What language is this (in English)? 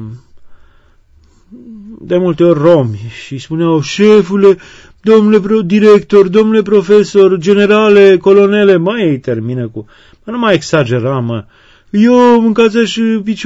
Romanian